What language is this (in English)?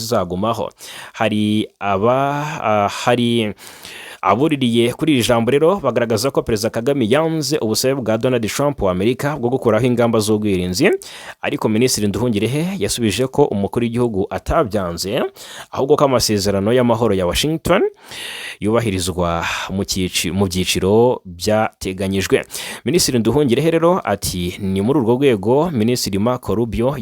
Kinyarwanda